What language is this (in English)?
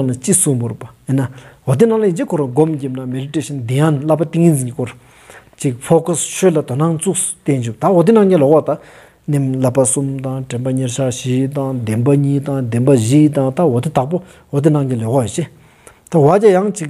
Stod Bhoti